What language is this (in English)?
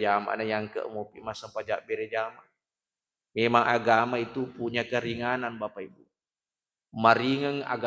Buginese